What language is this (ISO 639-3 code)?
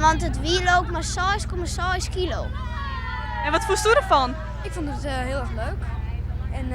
fry